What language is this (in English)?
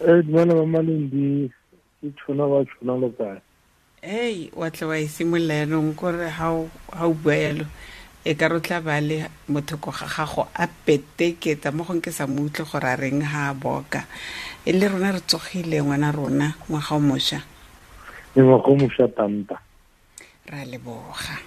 Tswana